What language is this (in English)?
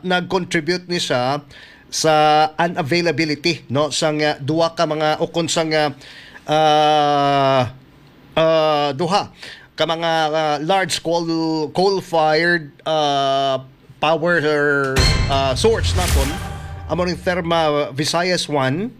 Hiligaynon